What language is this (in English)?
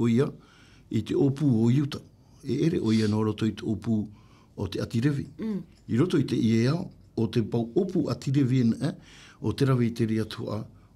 Tahitian